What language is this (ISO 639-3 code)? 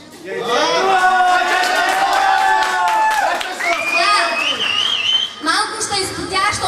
bul